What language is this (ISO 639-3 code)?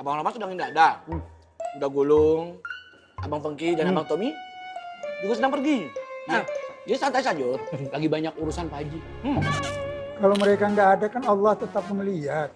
bew